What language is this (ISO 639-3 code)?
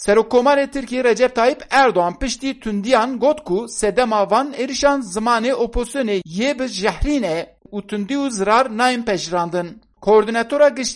kur